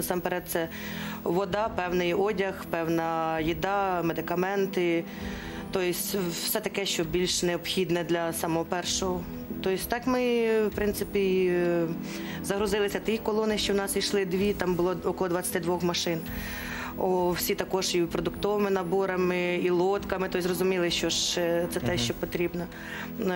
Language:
Ukrainian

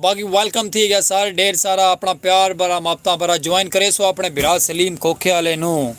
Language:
Saraiki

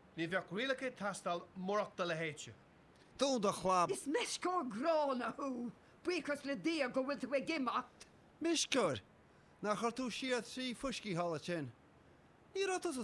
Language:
Irish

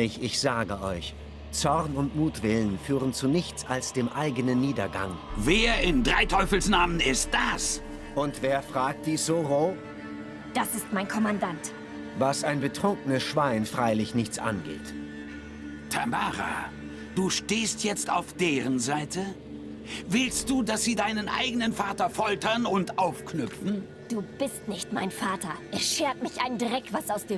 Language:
Swiss German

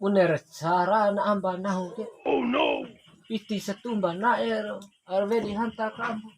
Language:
Bima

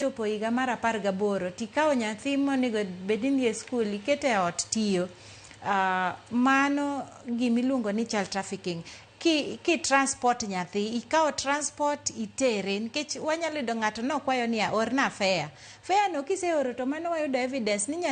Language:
Luo (Kenya and Tanzania)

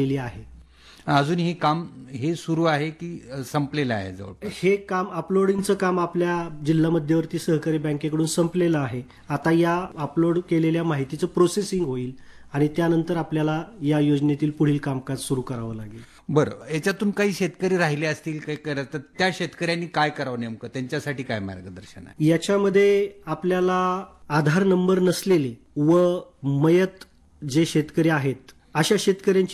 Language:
Marathi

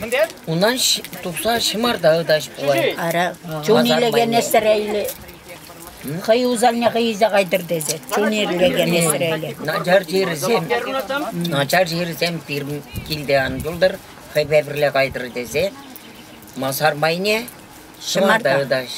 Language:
Chuvash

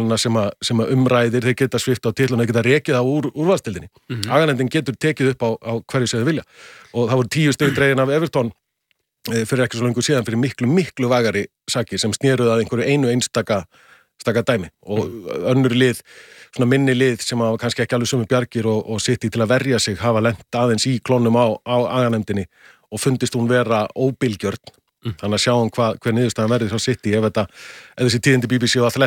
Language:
Icelandic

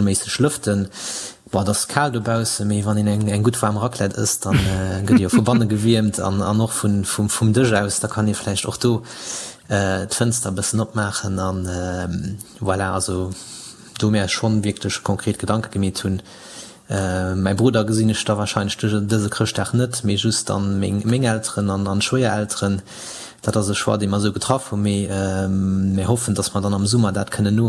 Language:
Luxembourgish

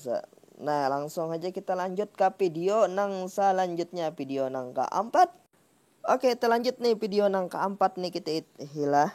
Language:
Banjar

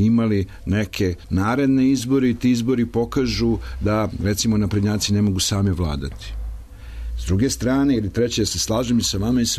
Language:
Serbian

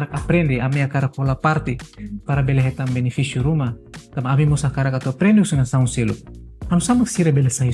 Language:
Tetum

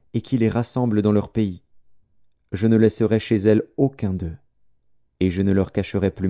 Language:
French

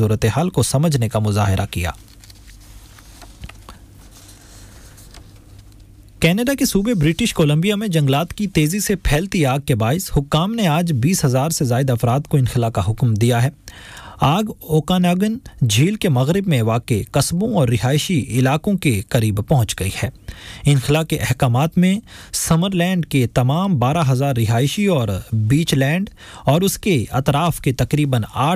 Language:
Urdu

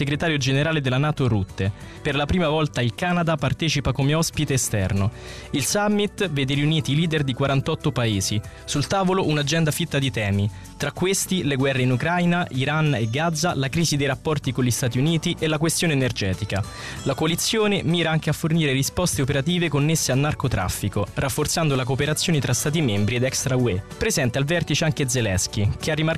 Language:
Italian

